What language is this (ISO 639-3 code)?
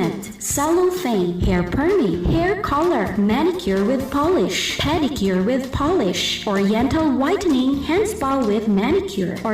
bik